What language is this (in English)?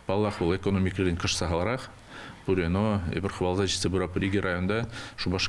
Chuvash